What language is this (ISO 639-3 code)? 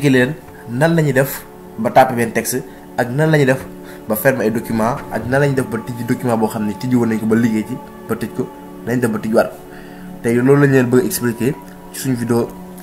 wol